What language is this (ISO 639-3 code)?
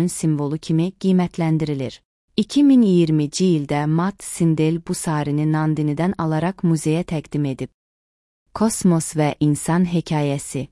aze